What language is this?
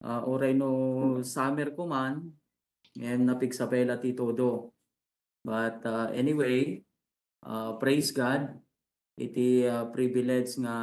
Iloko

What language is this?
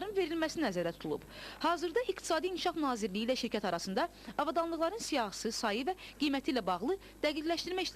Azerbaijani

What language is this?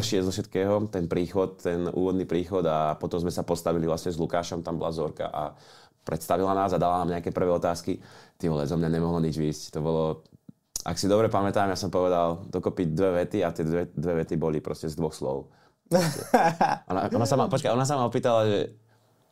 Slovak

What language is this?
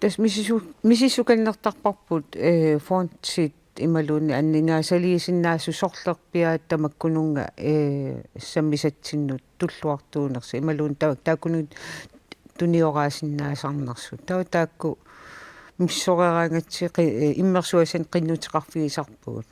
Kalaallisut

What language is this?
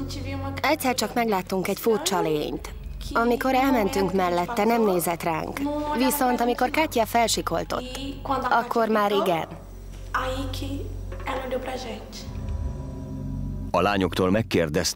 Hungarian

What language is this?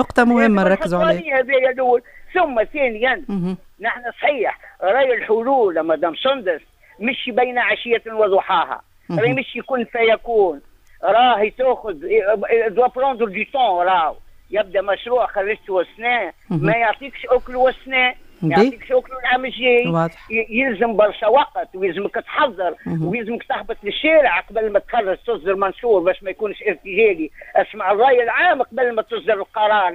Tunisian Arabic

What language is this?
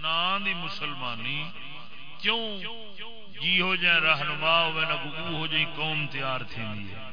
Saraiki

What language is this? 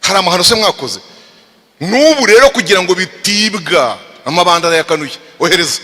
Kinyarwanda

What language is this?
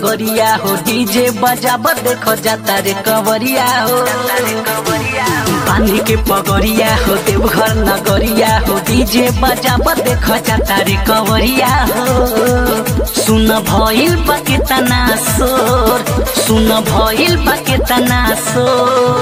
Bhojpuri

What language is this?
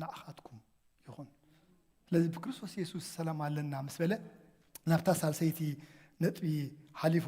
Tigrinya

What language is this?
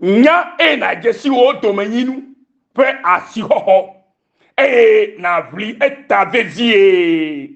Ewe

